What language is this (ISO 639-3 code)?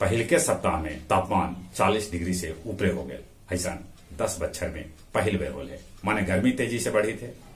mag